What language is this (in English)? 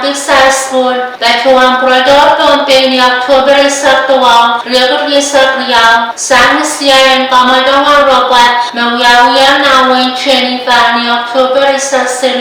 Pohnpeian